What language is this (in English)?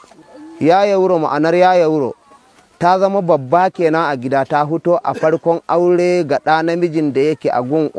Hausa